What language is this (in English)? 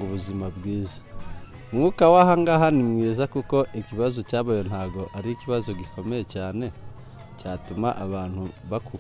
Kinyarwanda